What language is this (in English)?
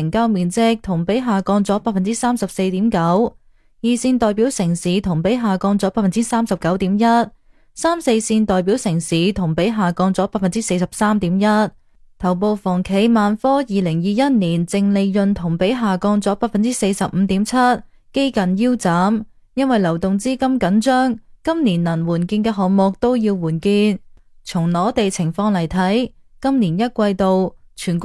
Cantonese